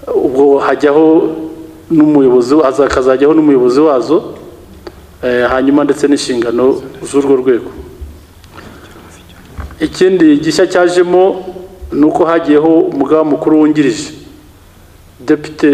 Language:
Kinyarwanda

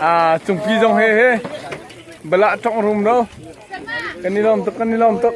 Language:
Hakha Chin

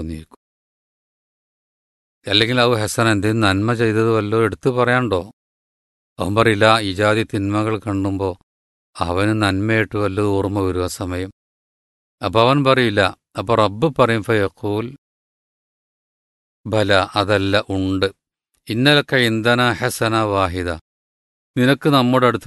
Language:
Malayalam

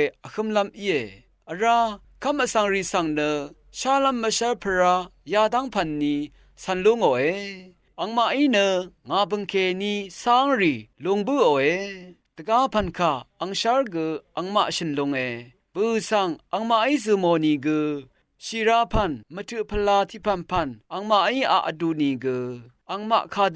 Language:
Rawang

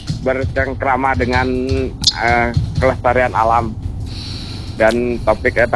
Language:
Indonesian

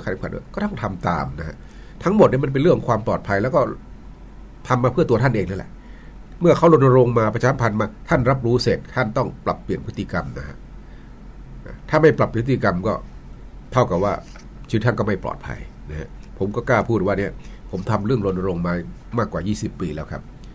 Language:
Thai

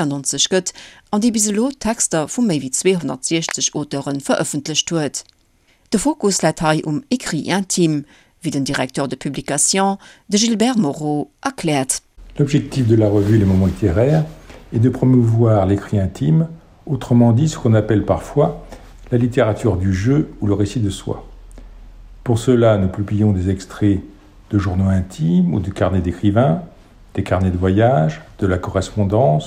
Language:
Luxembourgish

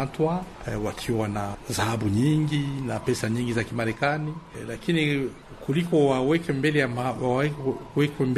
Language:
Swahili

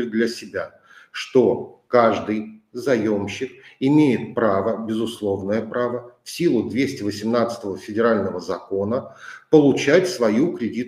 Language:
Russian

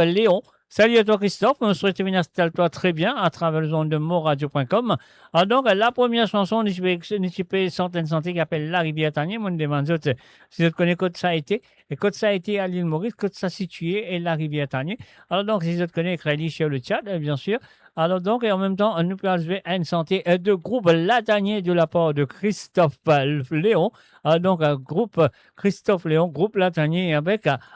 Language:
Morisyen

